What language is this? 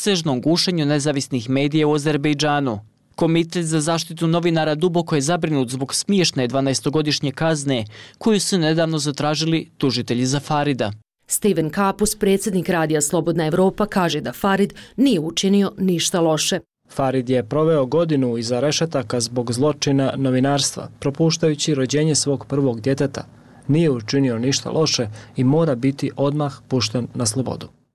Bosnian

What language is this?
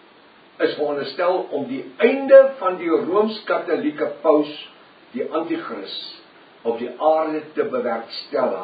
Afrikaans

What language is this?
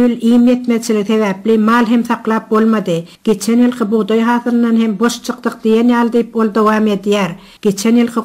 Turkmen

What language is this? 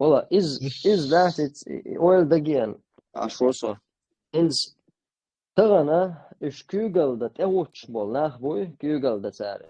Chechen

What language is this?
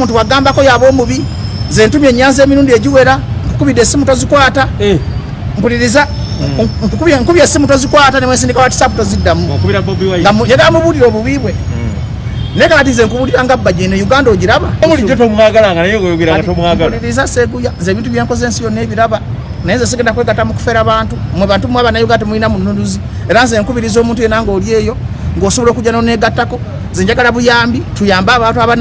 Ganda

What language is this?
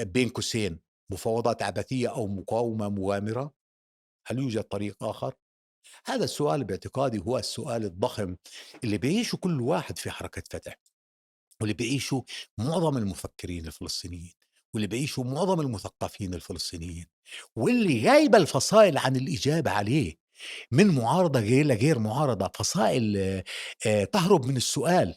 North Levantine Arabic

